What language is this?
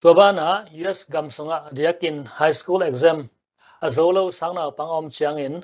Tedim Chin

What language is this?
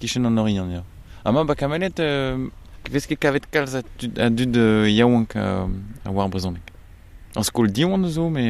Breton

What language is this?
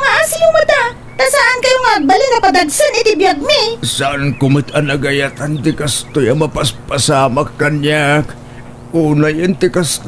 Iloko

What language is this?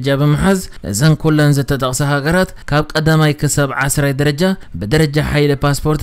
Tigrinya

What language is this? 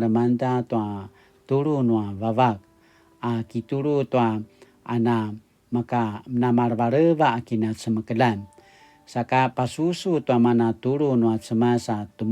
Paiwan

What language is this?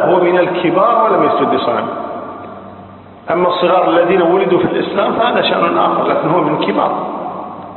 Arabic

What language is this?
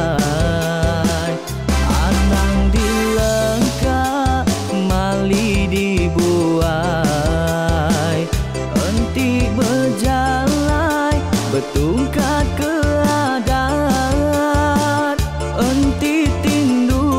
Iban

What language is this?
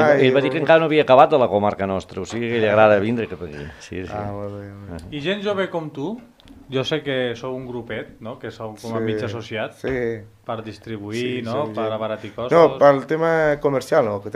Catalan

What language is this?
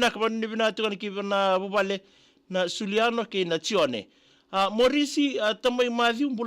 Fijian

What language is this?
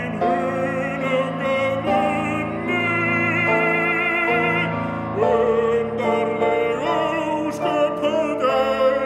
Icelandic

